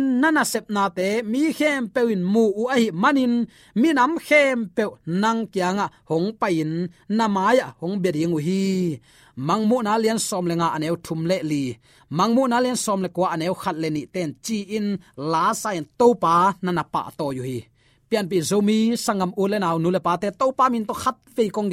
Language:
Tedim Chin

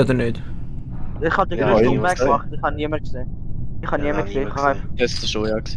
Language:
Swiss German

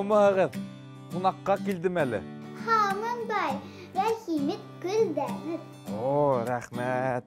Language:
Bashkir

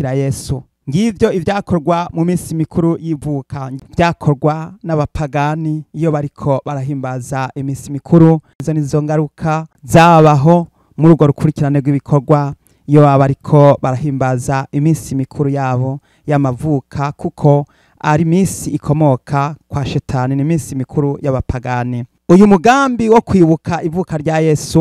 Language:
Rundi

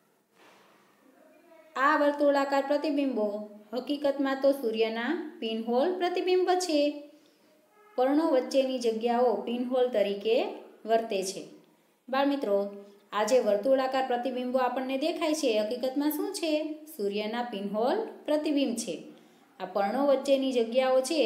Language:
Gujarati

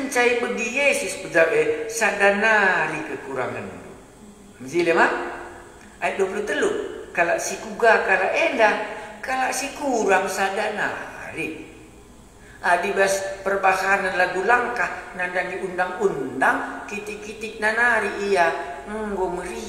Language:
Batak Karo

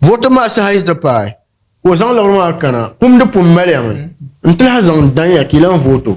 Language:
Dagbani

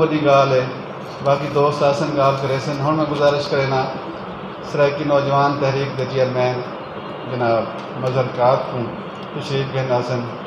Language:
Saraiki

